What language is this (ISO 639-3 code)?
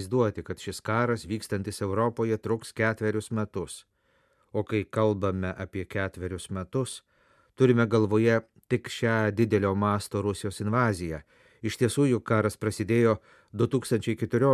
lit